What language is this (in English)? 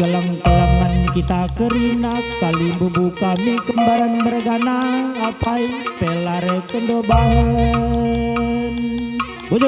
Batak Karo